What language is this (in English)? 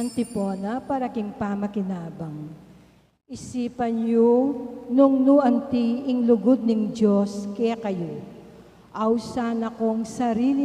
Pampanga